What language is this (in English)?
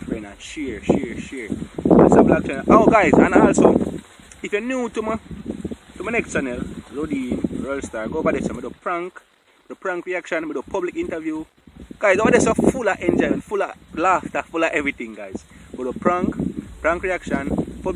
Jamaican Creole English